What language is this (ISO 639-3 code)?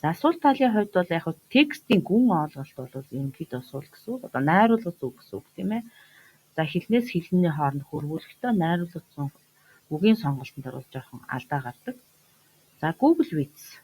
mon